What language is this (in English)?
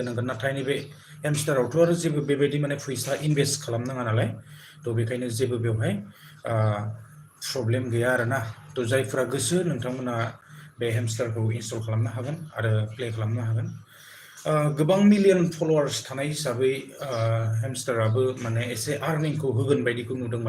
Bodo